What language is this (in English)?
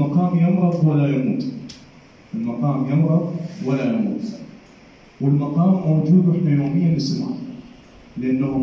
Mesopotamian Arabic